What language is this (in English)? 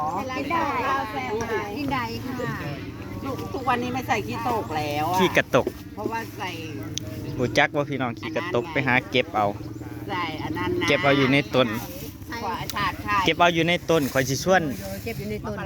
Northeastern Thai